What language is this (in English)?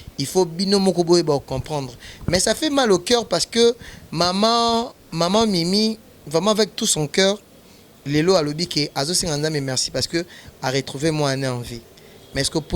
Lingala